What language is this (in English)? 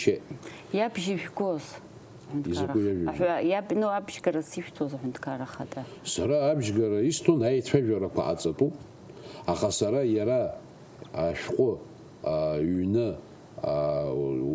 Abkhazian